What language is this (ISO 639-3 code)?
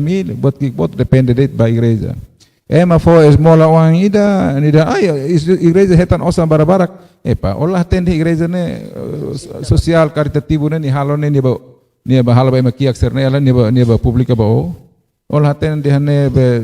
tet